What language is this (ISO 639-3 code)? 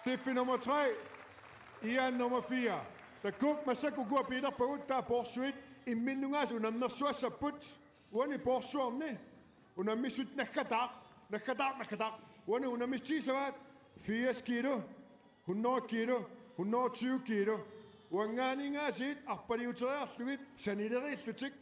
kal